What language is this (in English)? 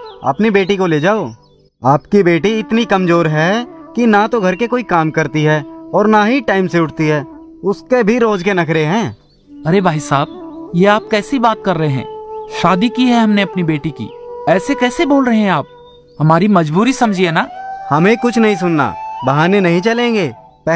Hindi